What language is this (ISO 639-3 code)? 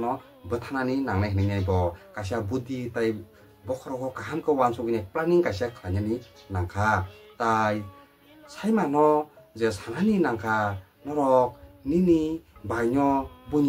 trp